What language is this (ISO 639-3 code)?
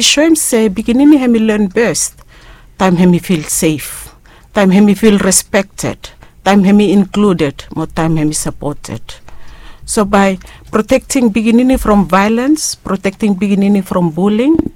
bis